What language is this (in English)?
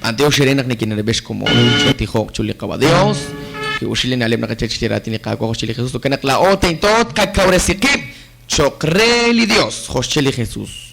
Kekchí